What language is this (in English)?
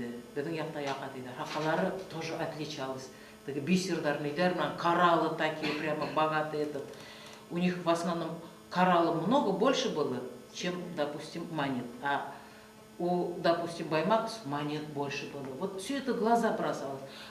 Bashkir